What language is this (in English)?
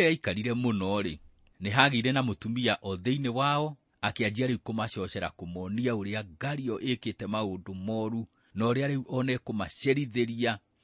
Kikuyu